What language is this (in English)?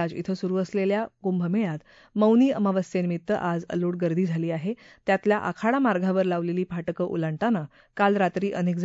Marathi